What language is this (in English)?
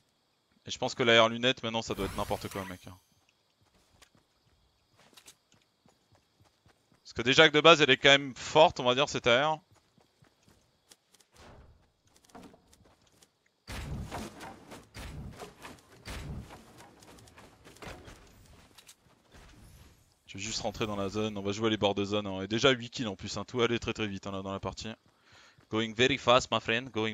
French